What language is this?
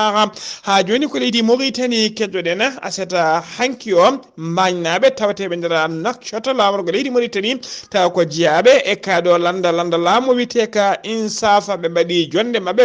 Fula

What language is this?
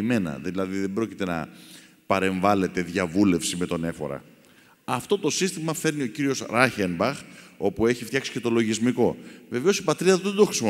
Greek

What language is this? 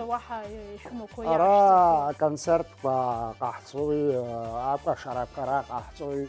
Abkhazian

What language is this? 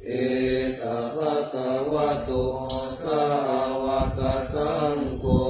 Pali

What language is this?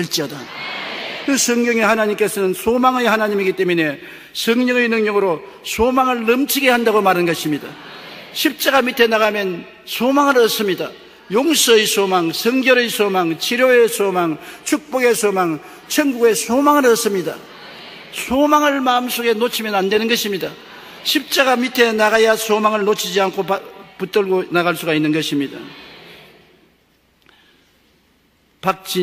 Korean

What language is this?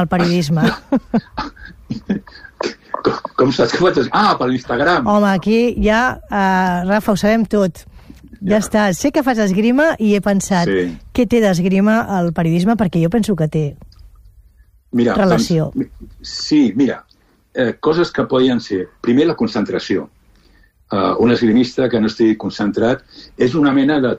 Catalan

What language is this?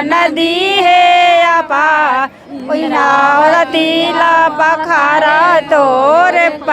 Chhattisgarhi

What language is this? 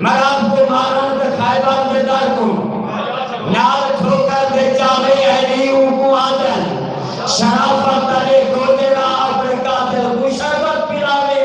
Saraiki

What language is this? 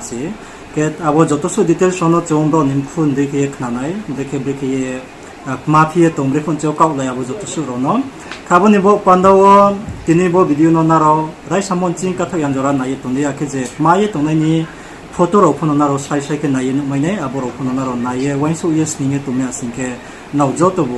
Riang (India)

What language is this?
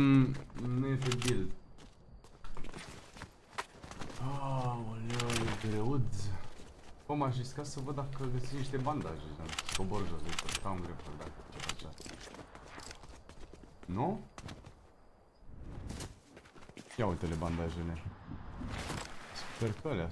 Romanian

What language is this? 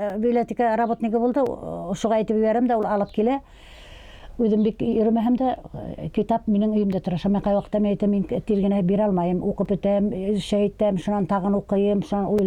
Bashkir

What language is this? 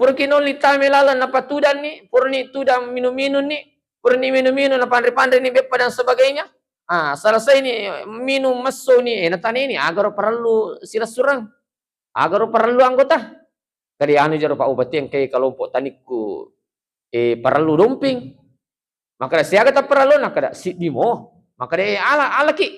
Buginese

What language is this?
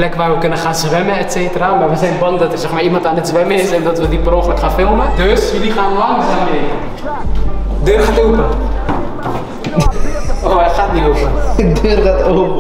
Dutch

